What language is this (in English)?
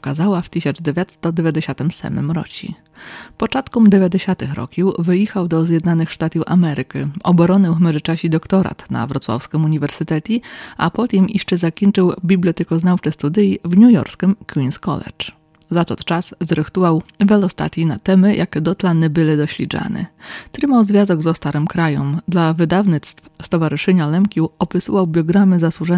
Rusyn